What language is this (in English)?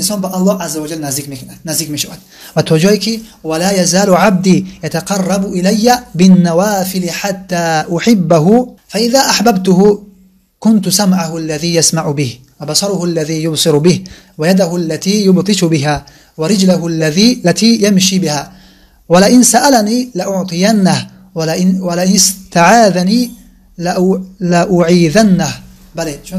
Tajik